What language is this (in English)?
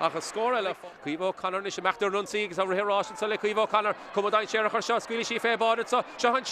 Irish